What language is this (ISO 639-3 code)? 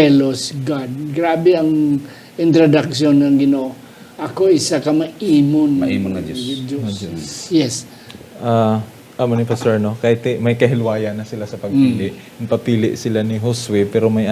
hil